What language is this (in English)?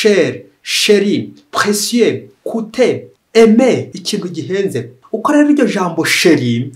Kinyarwanda